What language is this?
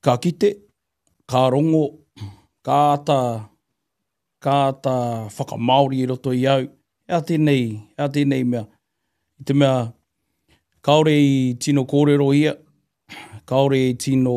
Māori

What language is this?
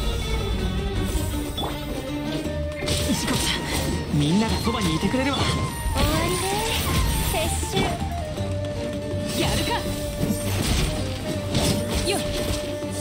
Japanese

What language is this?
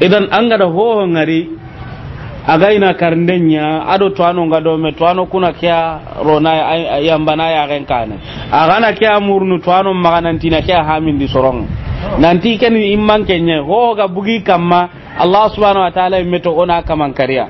Soninke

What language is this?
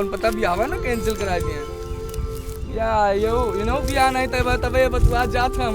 Awadhi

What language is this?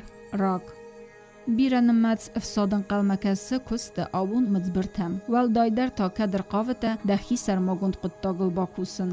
Ossetic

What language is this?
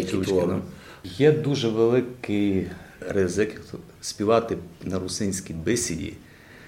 Rusyn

